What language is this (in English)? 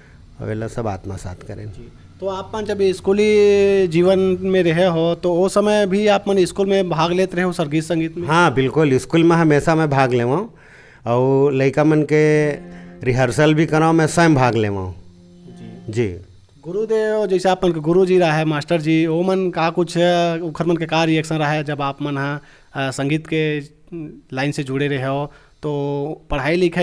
Chhattisgarhi